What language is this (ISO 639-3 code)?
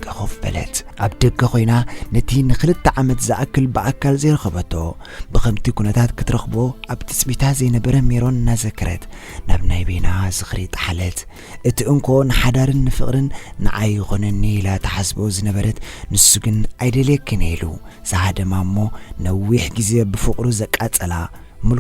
tir